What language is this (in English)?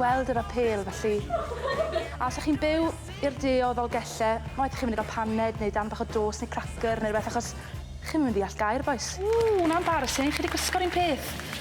Welsh